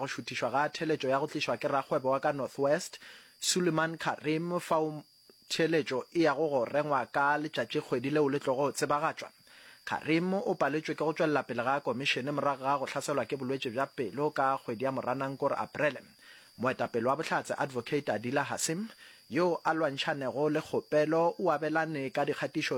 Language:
Northern Sotho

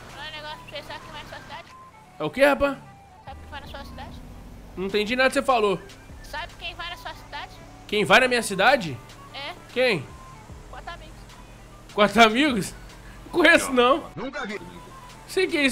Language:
Portuguese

